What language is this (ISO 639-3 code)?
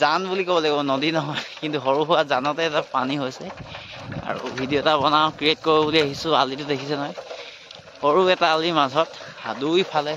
asm